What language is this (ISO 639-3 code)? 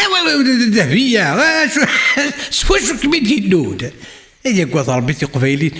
kab